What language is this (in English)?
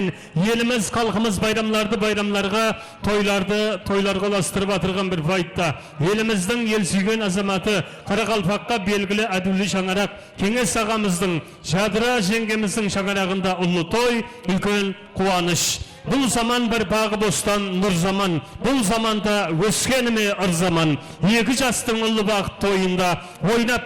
Kara-Kalpak